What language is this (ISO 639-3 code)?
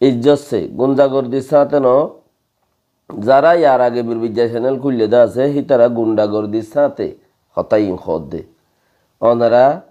rhg